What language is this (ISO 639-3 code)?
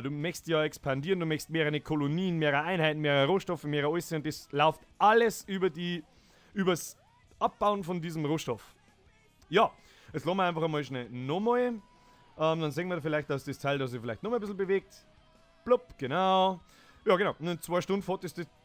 bar